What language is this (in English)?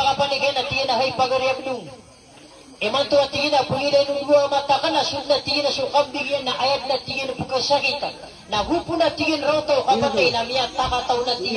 Maranao